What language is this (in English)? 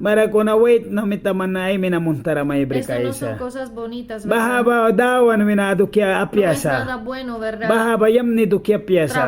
Mískito